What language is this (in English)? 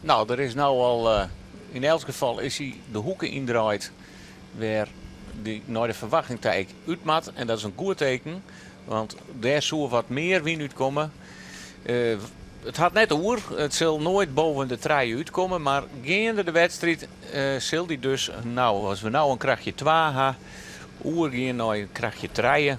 Western Frisian